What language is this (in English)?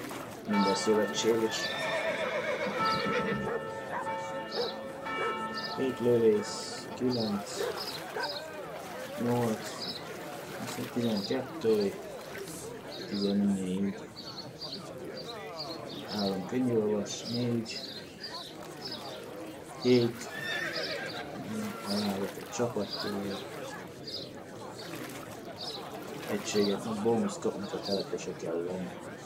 Hungarian